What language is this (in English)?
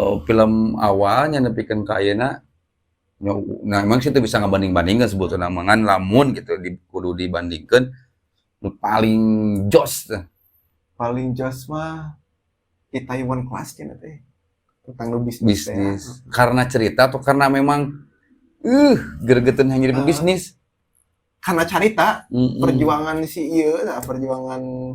Sundanese